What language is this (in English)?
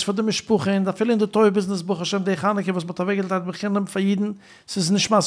Yiddish